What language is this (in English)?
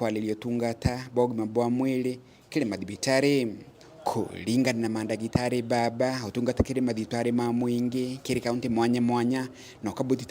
Meru